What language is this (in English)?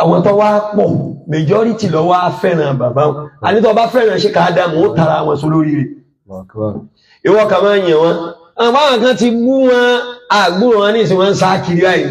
Yoruba